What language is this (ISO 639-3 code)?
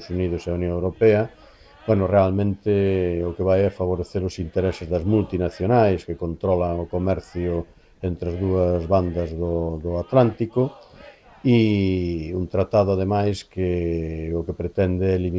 glg